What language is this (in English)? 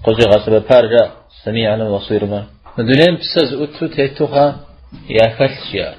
Kabardian